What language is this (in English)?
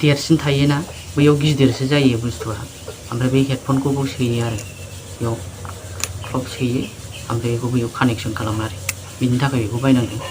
Bodo